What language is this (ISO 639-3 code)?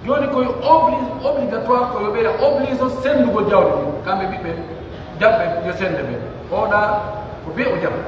fuf